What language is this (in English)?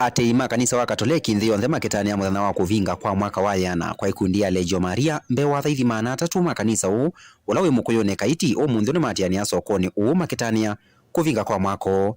Kamba